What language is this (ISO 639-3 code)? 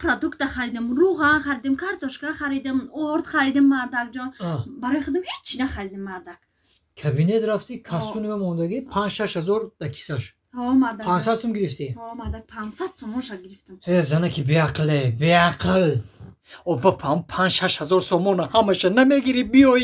tgk